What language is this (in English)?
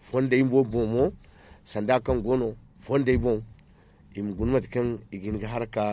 Zarma